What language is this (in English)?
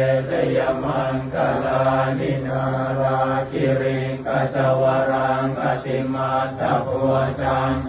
Pali